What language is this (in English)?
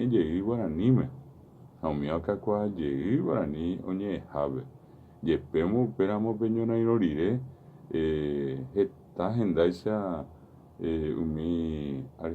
Guarani